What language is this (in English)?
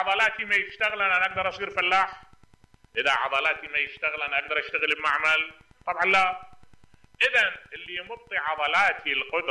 Mesopotamian Arabic